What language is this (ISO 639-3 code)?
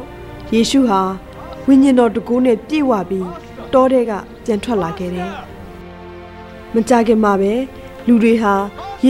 mya